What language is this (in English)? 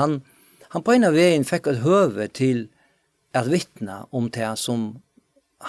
Faroese